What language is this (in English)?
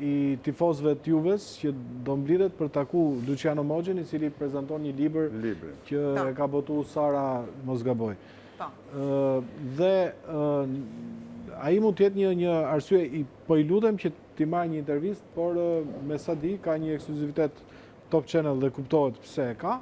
Albanian